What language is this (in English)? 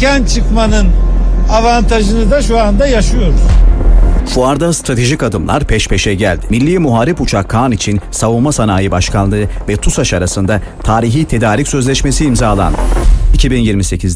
Turkish